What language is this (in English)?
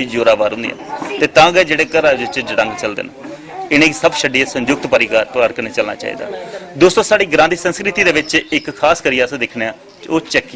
Dogri